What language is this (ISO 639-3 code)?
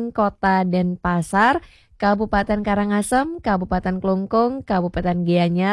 ban